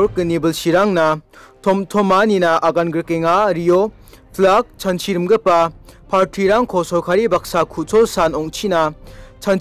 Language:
Garo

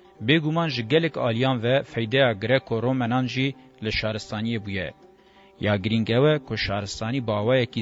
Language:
Kurdish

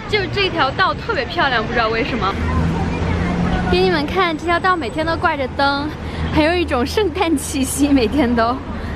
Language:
Chinese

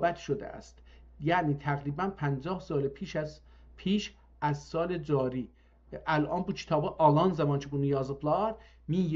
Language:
South Azerbaijani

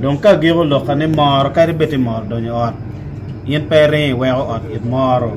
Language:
Acoli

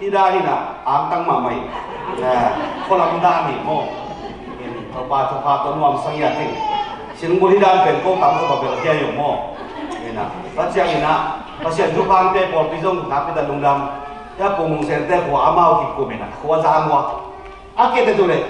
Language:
Tedim Chin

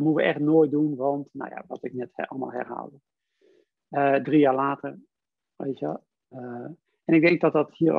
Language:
Dutch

